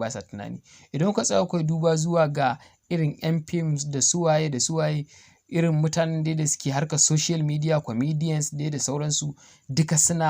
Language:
Hausa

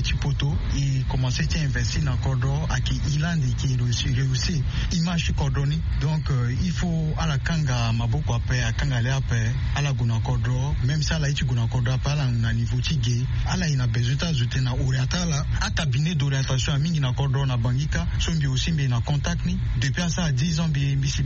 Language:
Sango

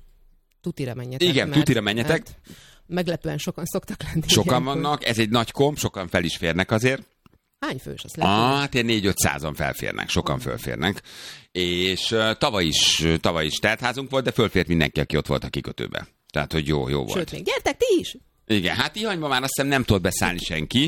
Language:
Hungarian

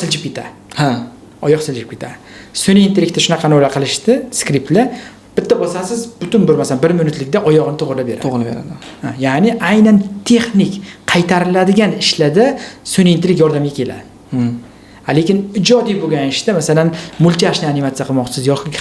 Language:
Uzbek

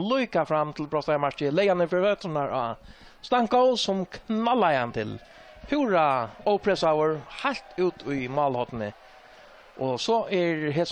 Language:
Faroese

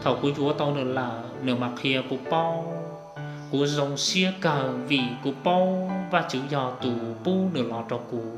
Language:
Hmong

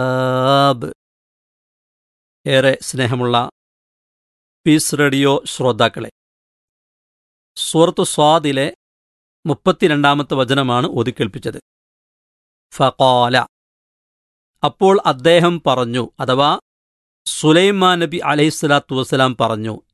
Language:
Malayalam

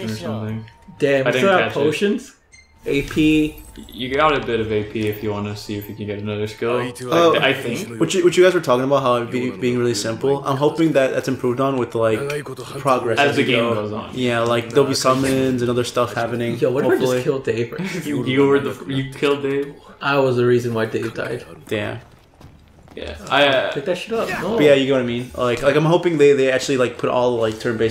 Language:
English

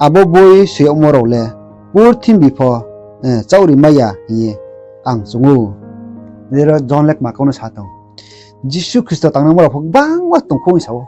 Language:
Riang (India)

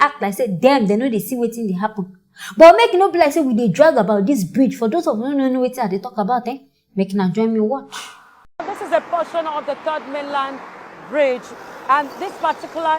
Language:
Nigerian Pidgin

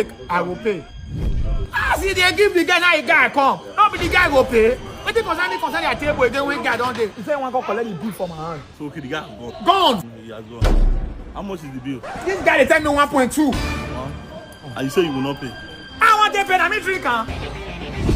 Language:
Nigerian Pidgin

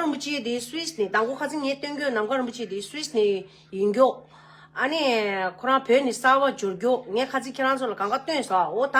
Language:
Tibetan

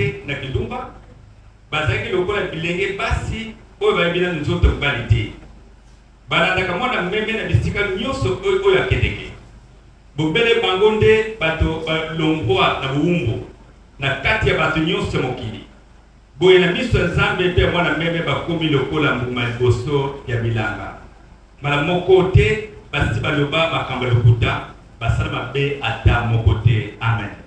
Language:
Lingala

